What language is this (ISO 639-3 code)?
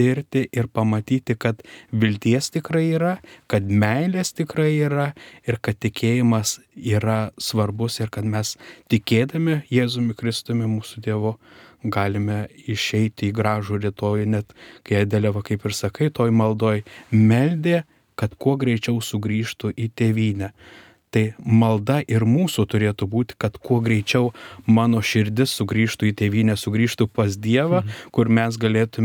lit